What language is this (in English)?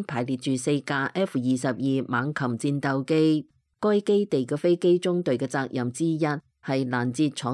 Cantonese